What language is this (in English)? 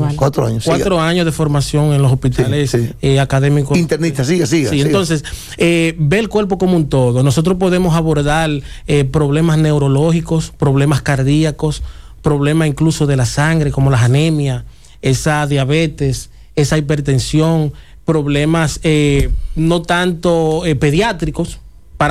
Spanish